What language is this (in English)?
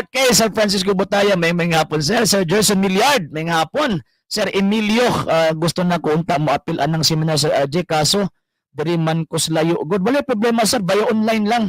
Cebuano